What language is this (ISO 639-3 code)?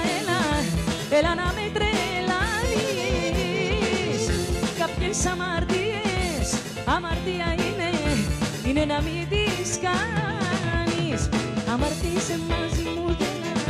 ell